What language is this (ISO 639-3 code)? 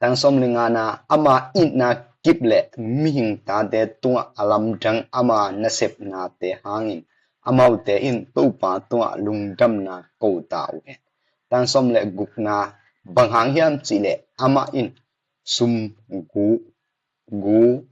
ctd